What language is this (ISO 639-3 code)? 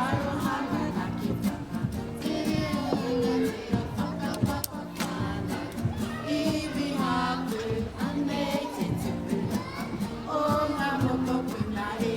mri